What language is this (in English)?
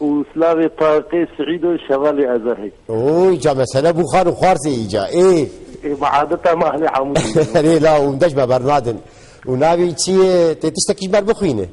Kurdish